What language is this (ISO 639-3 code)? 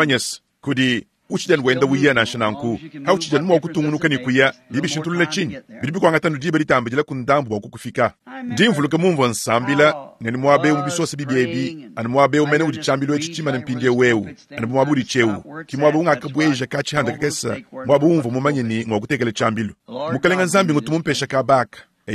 lua